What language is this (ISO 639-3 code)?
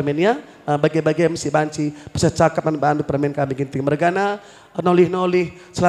btx